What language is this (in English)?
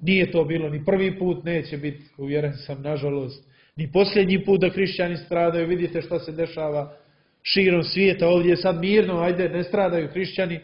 Serbian